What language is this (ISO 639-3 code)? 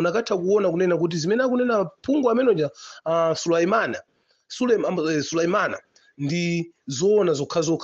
nya